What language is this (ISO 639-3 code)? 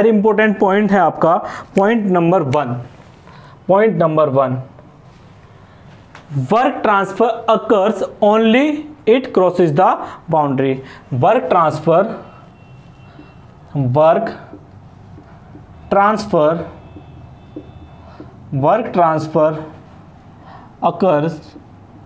hin